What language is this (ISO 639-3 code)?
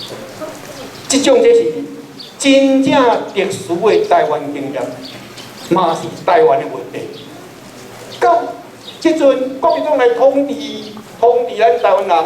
nan